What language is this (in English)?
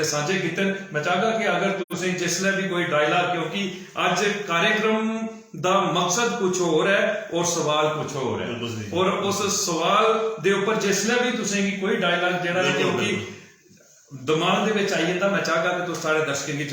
Dogri